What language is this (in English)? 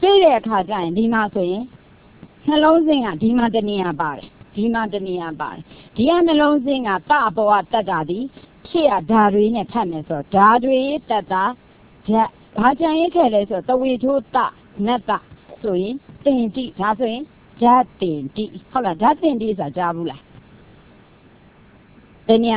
Burmese